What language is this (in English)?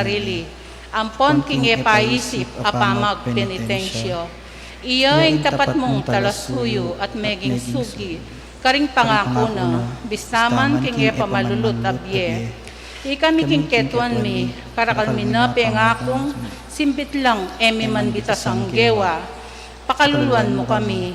Pampanga